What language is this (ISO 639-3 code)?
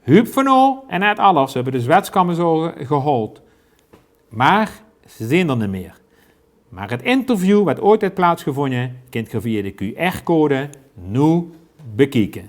lim